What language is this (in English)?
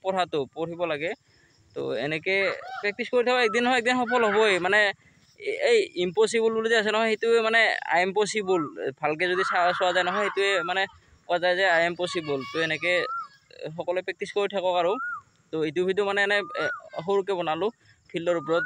Assamese